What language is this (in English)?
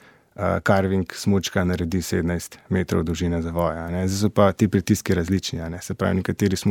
Slovenian